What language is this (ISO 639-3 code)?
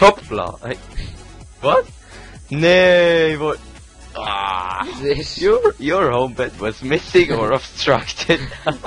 gsw